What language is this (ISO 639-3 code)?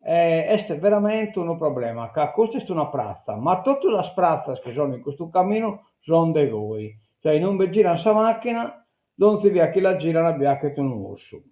srd